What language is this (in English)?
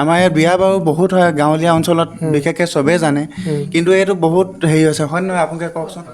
Assamese